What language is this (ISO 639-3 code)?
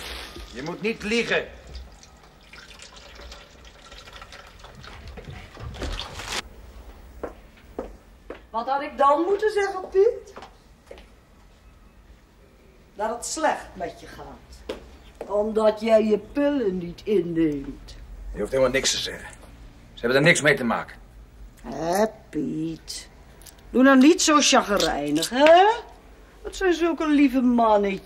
nld